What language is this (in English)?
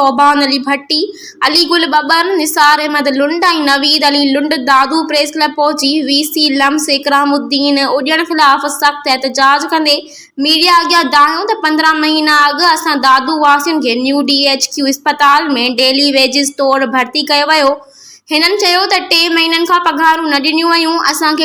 Sindhi